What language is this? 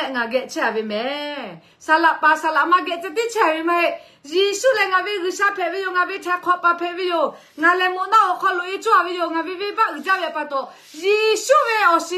Lahu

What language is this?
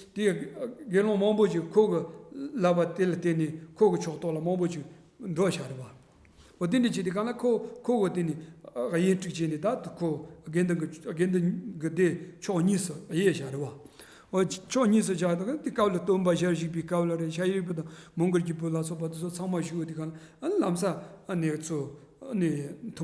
Tibetan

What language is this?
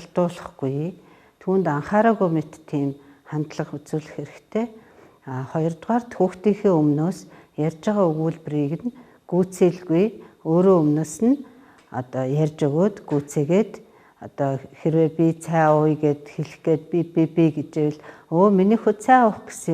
Mongolian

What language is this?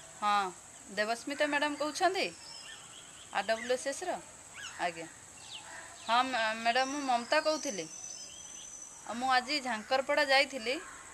Odia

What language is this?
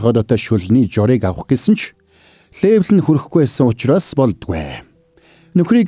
Mongolian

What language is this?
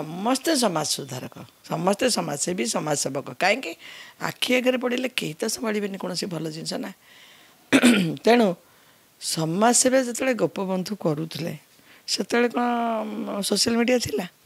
Odia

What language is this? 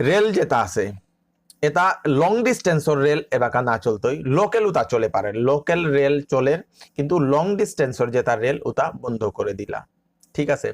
Bishnupriya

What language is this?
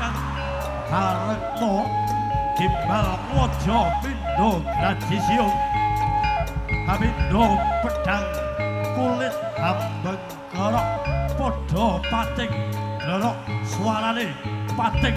Javanese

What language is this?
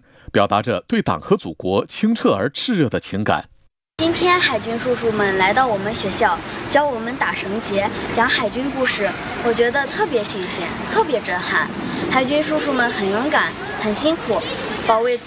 Chinese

